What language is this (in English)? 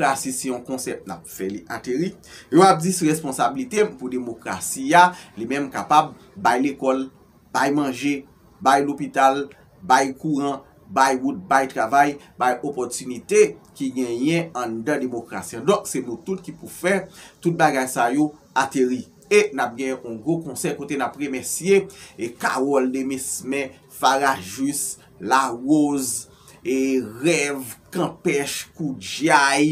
Haitian Creole